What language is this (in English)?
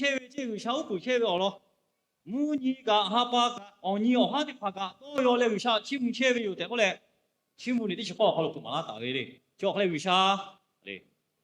Lahu